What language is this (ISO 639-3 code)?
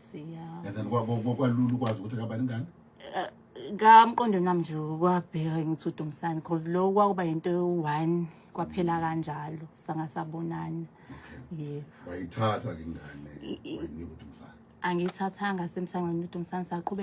zul